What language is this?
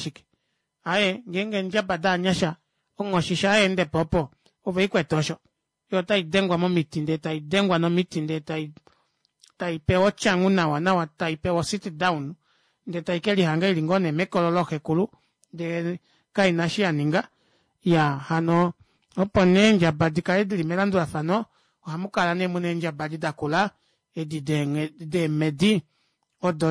Kuanyama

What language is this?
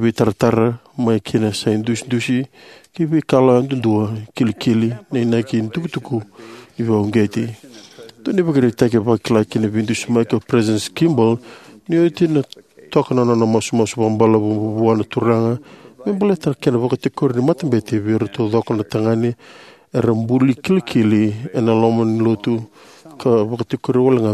Fijian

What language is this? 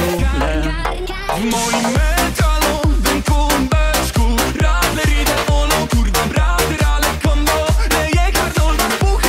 Polish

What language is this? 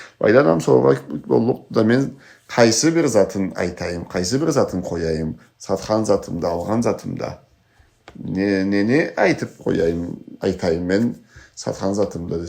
Karachay-Balkar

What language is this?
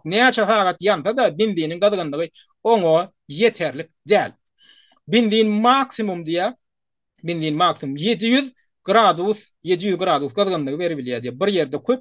Turkmen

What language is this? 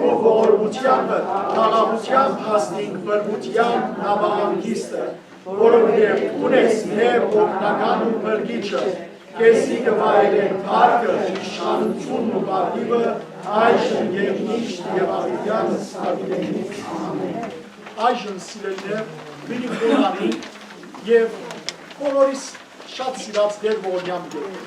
Western Armenian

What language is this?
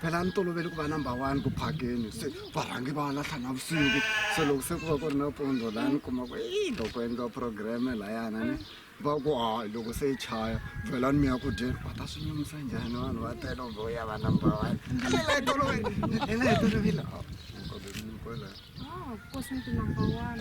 Tsonga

